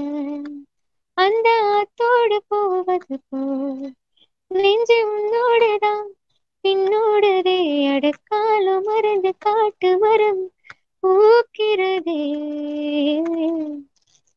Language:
Tamil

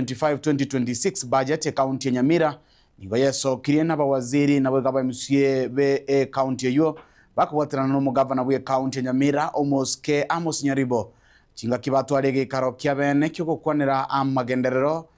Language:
Gusii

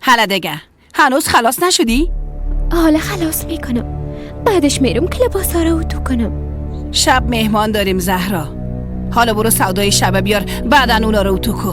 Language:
Persian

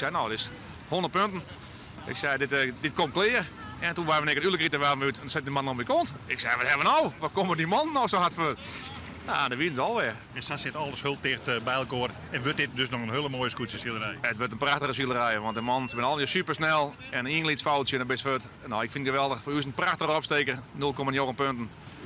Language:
Western Frisian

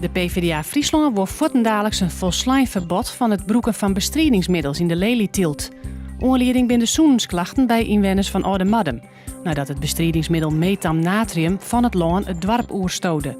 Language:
Western Frisian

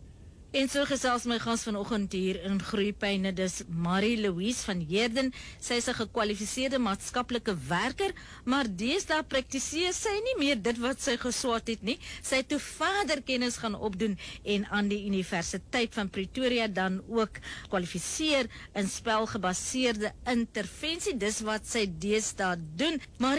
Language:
Afrikaans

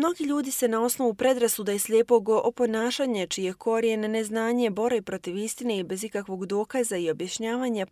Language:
Bosnian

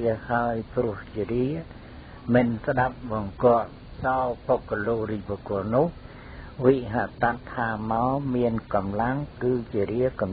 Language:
Khmer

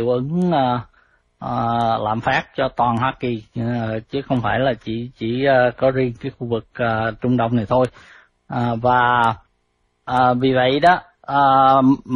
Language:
Vietnamese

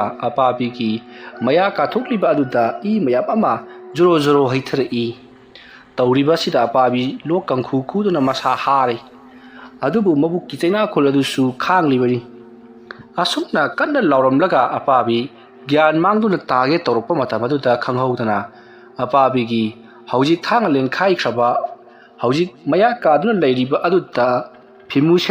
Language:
Manipuri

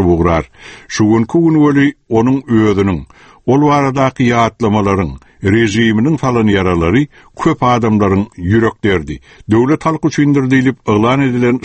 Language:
Turkmen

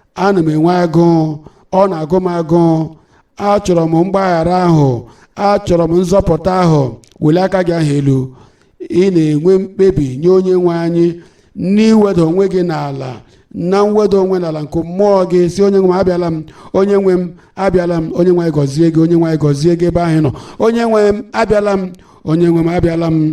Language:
Igbo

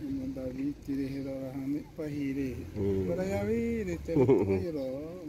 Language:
Xavánte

